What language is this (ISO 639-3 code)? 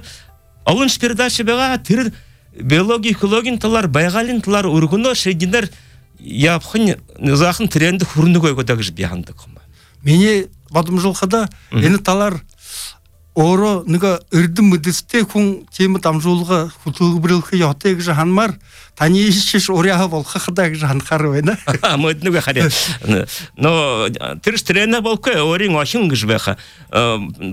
bua